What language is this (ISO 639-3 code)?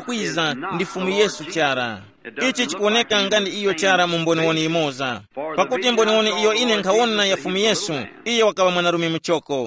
tum